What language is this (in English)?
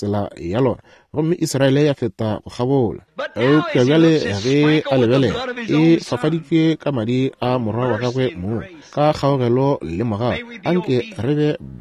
Northern Sotho